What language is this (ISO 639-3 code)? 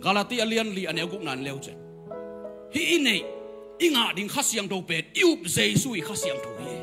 ctd